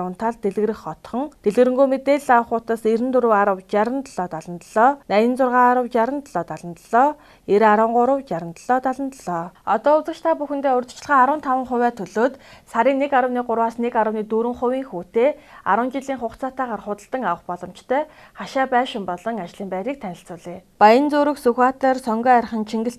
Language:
Mongolian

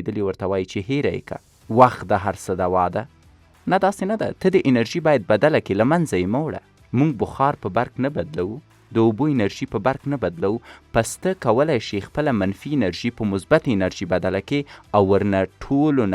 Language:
Pashto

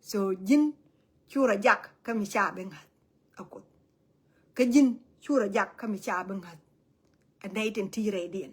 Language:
Nuer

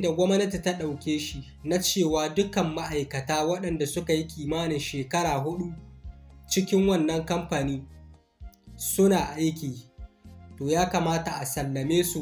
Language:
Hausa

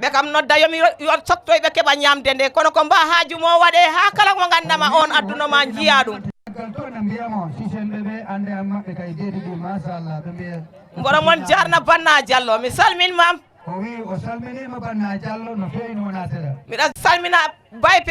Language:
Fula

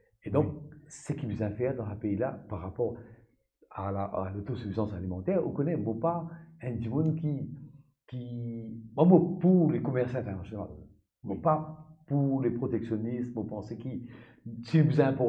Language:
Morisyen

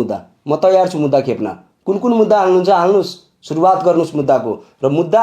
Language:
Nepali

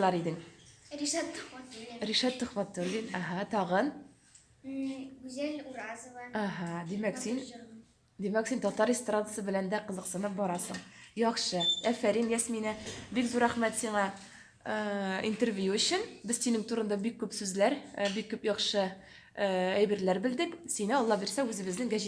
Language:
Tatar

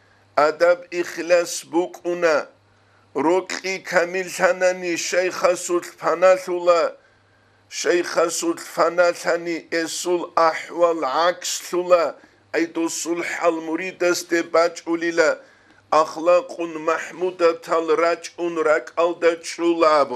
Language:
Avaric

